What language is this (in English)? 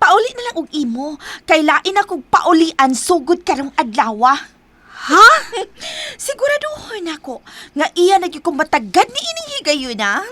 Cebuano